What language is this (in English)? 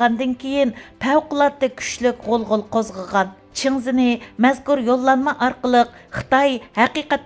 Uyghur